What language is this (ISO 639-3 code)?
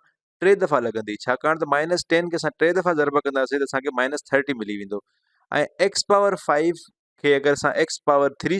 snd